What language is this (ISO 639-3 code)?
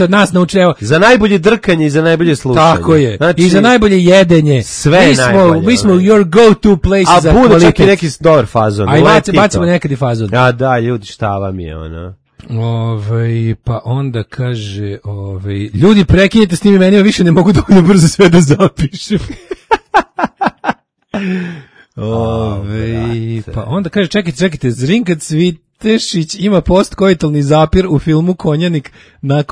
srp